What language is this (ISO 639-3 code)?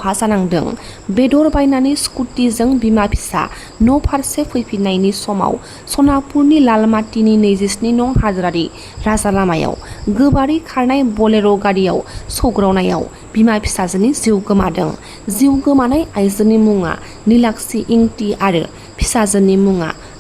brx